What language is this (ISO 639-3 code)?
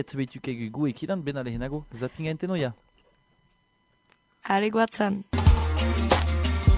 eus